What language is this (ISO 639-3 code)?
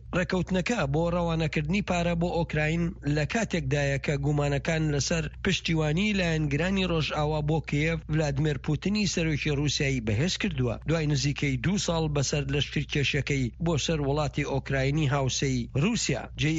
ckb